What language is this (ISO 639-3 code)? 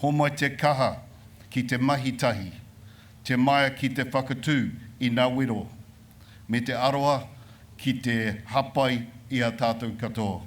mri